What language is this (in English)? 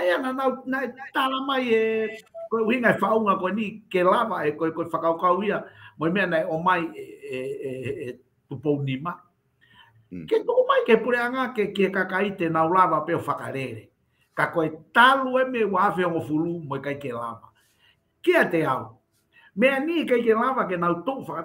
Tongan